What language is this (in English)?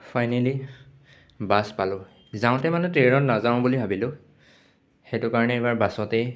Assamese